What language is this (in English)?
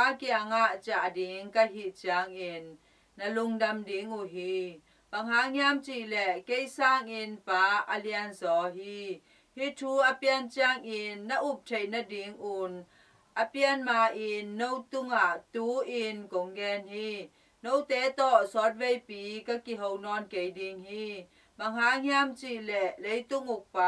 Tedim Chin